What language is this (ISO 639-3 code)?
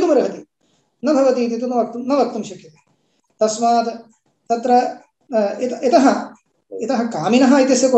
san